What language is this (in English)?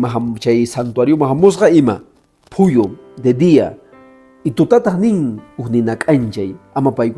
Quechua